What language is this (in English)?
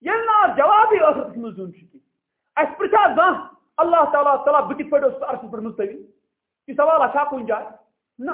Kashmiri